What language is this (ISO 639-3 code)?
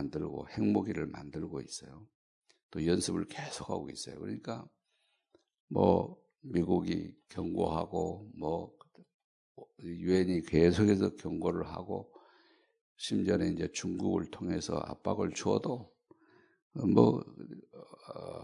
kor